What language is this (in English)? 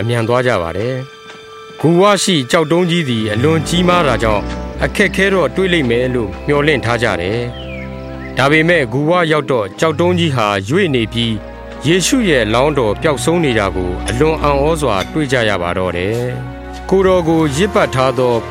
Burmese